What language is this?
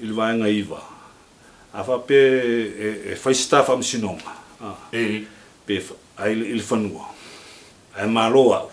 Samoan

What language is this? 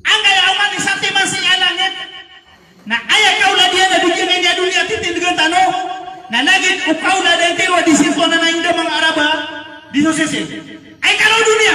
Maranao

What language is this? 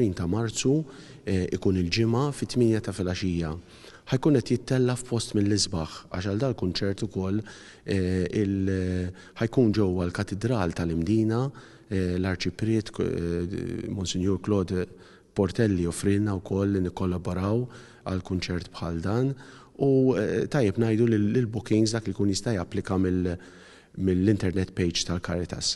Maltese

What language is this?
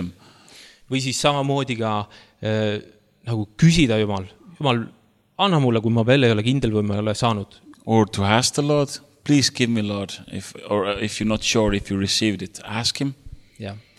Estonian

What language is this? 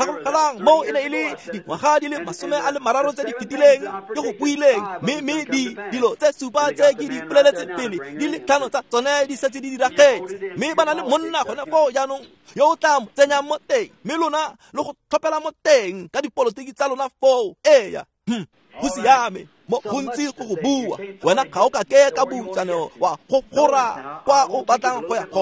Tswana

